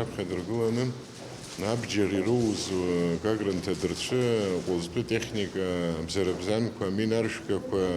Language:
Abkhazian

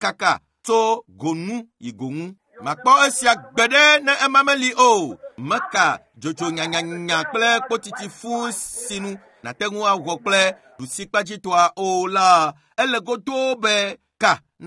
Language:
Ewe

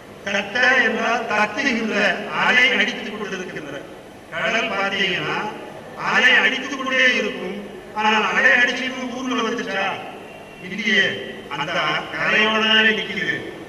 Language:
Tamil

